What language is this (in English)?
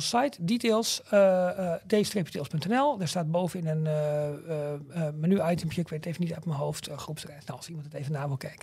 Dutch